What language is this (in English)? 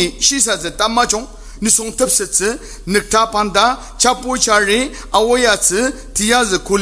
Ao Naga